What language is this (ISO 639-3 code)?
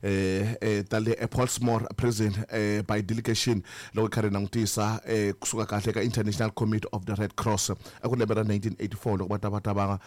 tso